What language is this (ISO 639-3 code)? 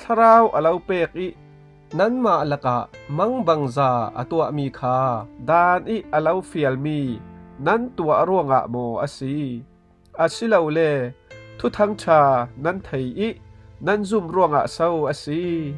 cfm